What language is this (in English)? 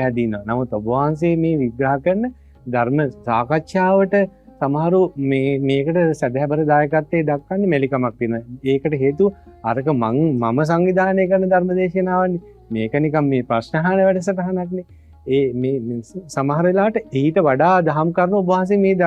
Sinhala